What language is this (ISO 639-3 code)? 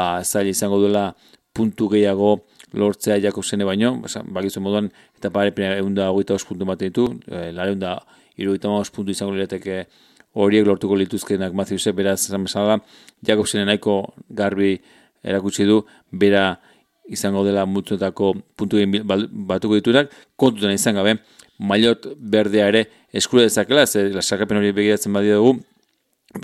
eus